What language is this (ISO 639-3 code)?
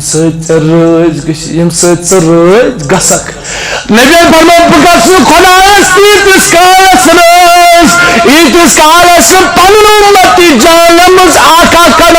kas